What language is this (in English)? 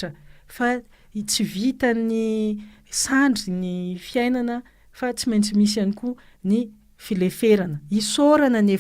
Malagasy